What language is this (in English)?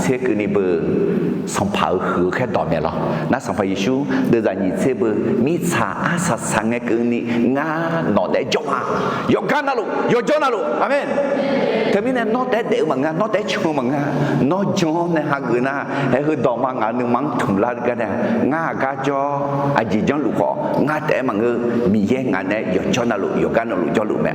Akha